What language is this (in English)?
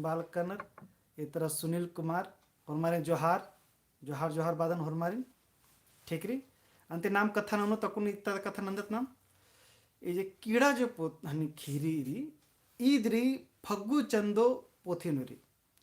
Kurukh